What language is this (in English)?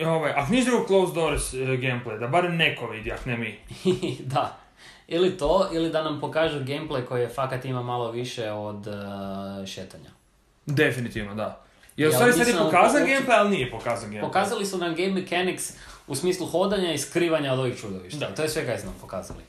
Serbian